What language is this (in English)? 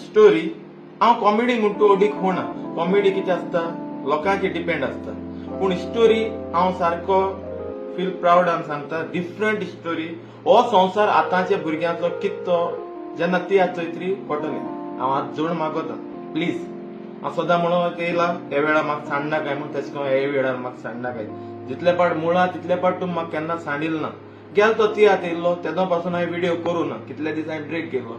Konkani